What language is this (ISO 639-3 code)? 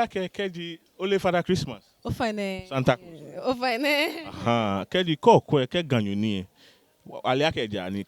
gaa